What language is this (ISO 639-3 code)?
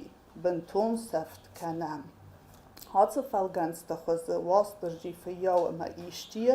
oss